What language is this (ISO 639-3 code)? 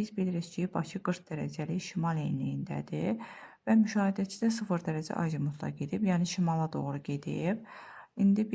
aze